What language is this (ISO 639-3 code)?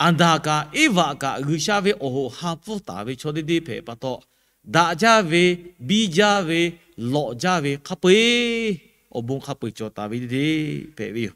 lhu